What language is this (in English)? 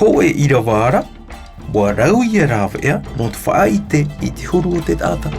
Tahitian